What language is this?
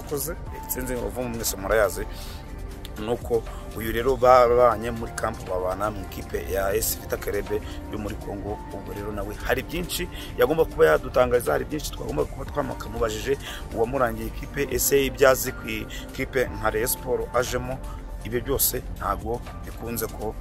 Kinyarwanda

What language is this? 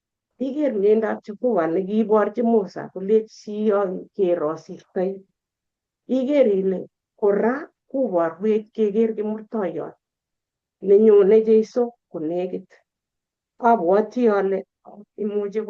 Kalenjin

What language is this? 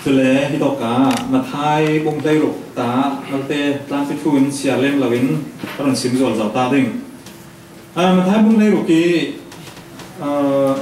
Falam Chin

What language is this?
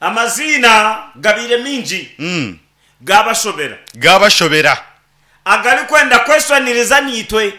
Nyankole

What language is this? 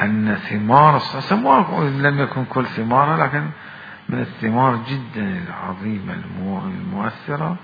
Mesopotamian Arabic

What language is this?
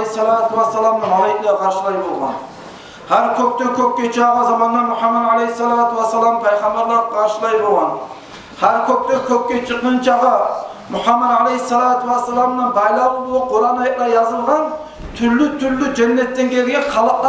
Kumyk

